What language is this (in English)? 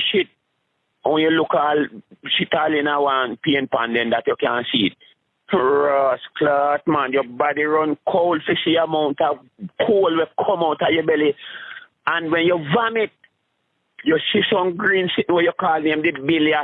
Jamaican Creole English